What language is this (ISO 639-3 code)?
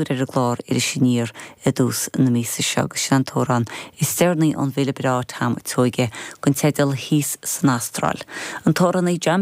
gle